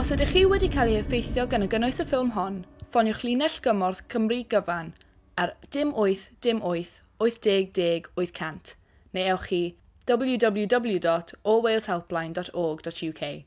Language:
Welsh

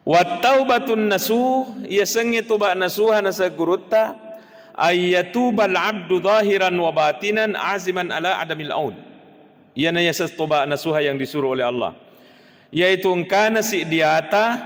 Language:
Buginese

